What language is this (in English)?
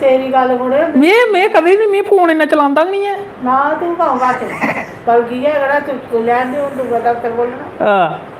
Dogri